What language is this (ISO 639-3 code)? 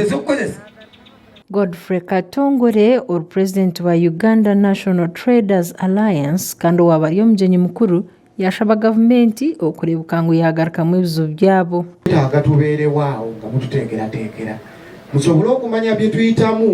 nyn